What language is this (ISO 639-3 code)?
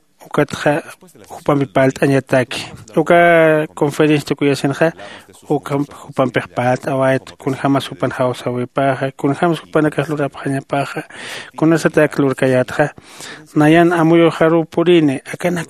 aym